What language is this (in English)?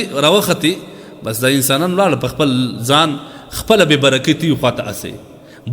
Pashto